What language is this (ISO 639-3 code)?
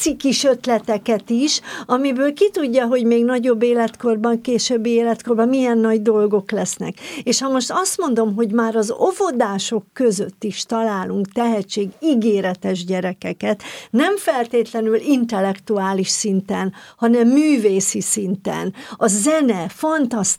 hun